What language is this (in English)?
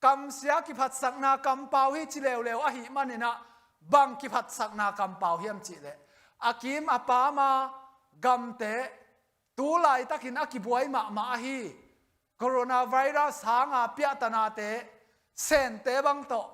Tedim Chin